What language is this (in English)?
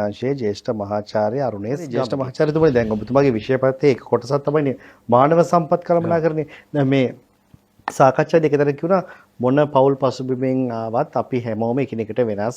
Sinhala